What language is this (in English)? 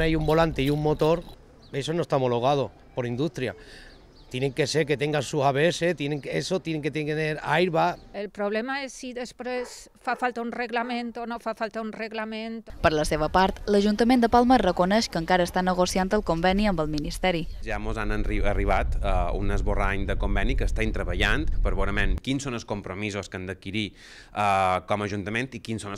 Catalan